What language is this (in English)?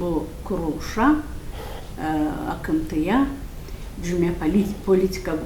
Gagauz